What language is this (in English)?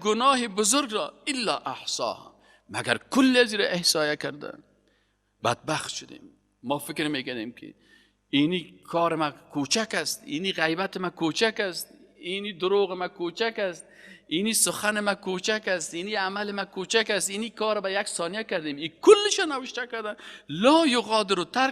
Persian